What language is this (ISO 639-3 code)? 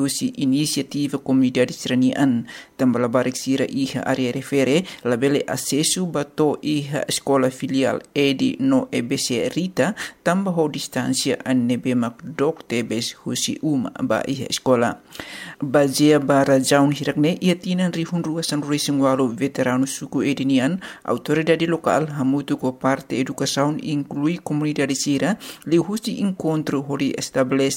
tet